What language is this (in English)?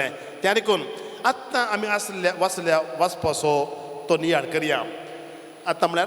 Konkani